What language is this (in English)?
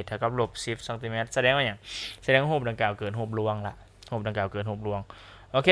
Lao